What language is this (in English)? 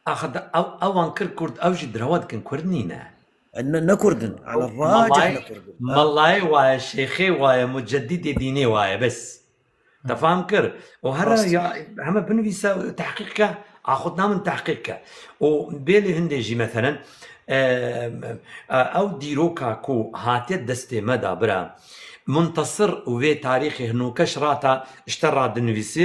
Kurdish